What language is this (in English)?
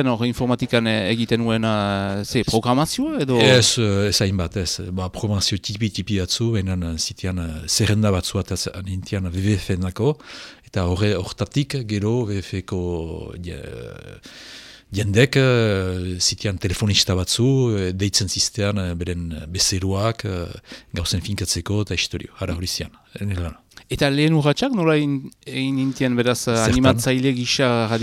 Basque